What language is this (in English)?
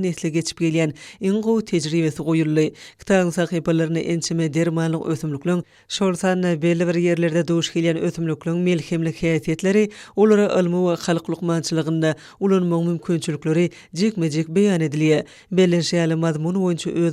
Turkmen